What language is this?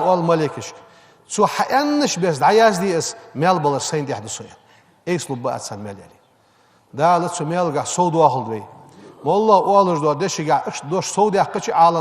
Ingush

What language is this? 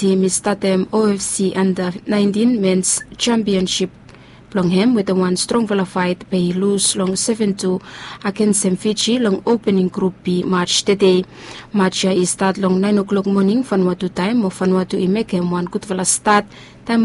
Bislama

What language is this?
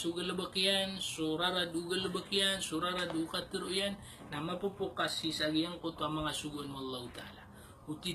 Maranao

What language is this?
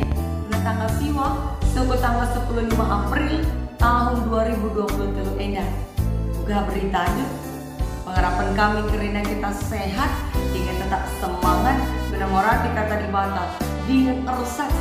Batak Karo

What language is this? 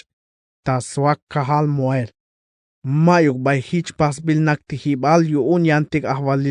Tzeltal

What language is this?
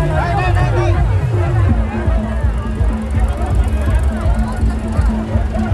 Gujarati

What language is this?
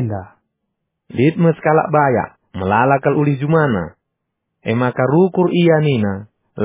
Batak Karo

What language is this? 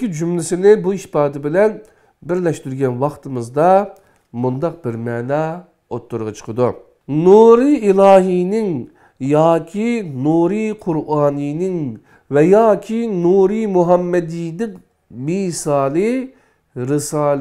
Uyghur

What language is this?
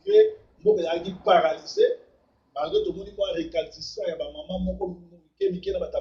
Lingala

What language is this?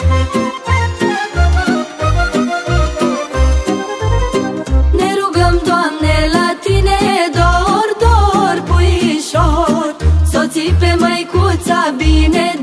Romanian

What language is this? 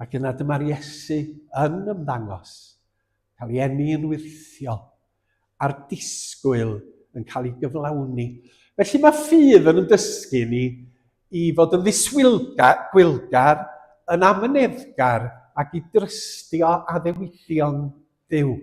Welsh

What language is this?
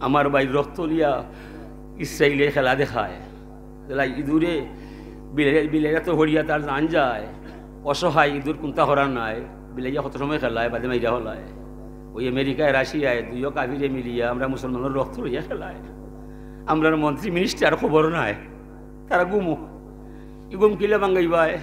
Sylheti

